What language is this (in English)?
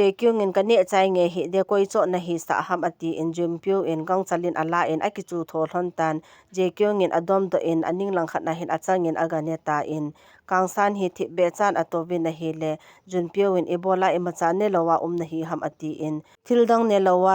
Thado Chin